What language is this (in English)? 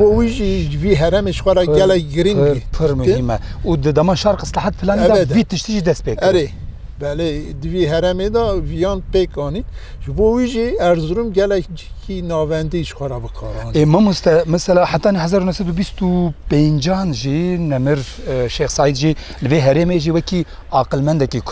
Kurdish